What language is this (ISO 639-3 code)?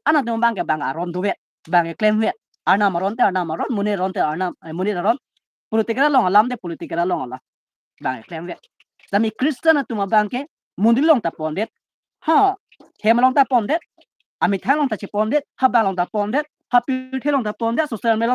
mjw